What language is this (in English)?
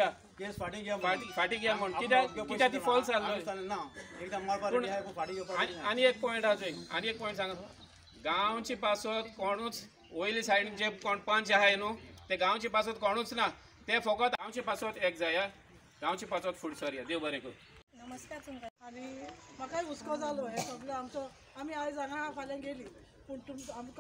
Konkani